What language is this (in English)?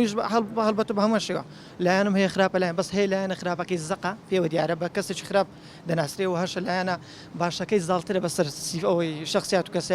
Central Kurdish